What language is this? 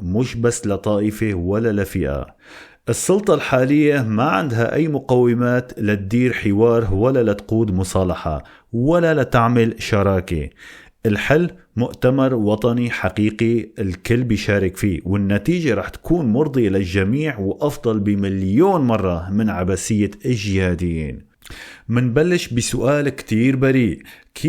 North Levantine Arabic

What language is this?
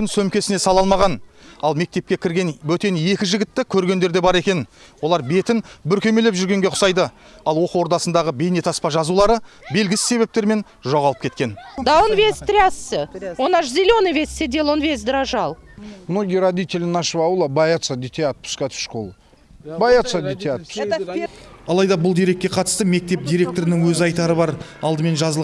Kazakh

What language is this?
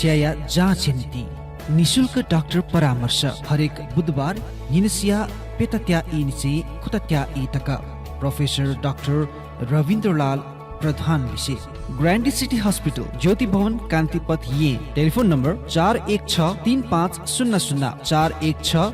Newari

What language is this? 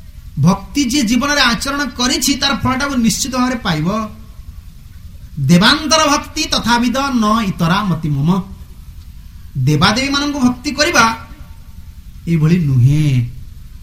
Odia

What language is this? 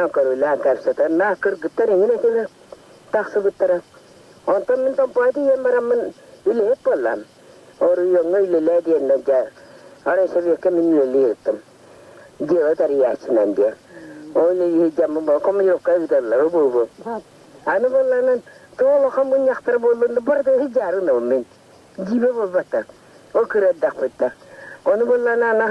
Yakut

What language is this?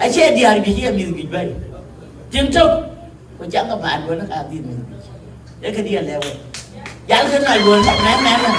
Dinka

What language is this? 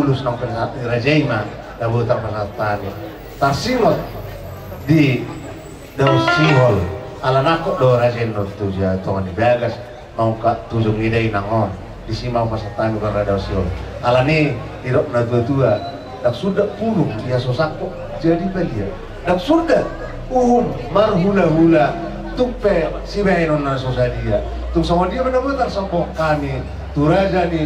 Batak Toba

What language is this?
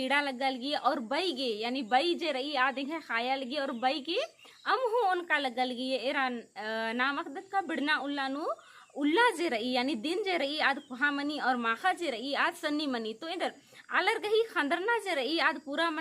Kurukh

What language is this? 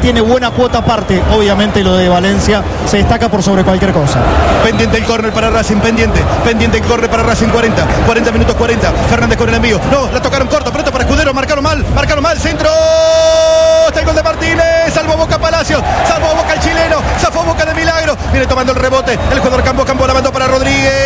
Spanish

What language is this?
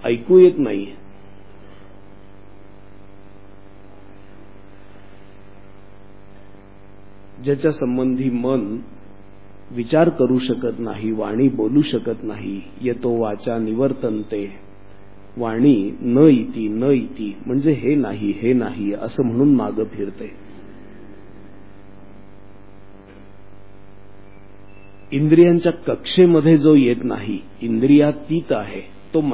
Marathi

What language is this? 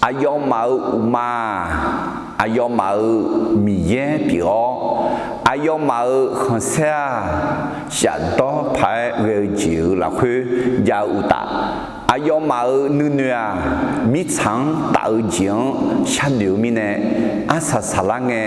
Akha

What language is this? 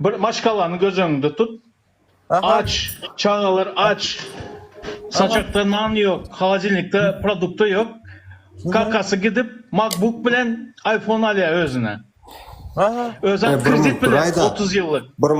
Turkmen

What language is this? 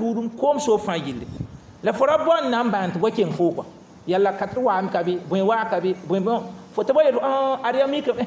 Mossi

